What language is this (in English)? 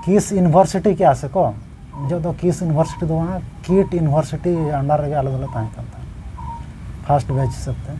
Santali